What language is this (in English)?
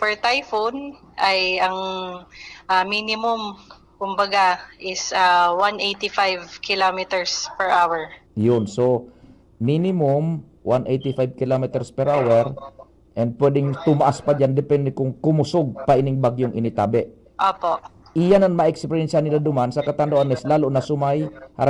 Bikol